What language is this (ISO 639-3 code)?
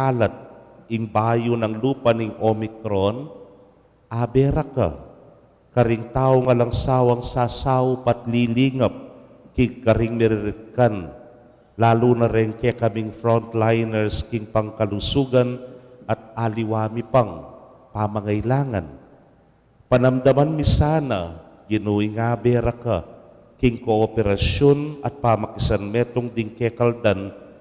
pam